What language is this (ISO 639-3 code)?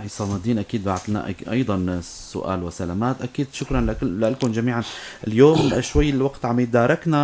apc